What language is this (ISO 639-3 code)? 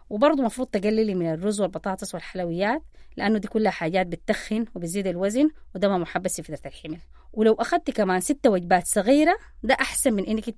apd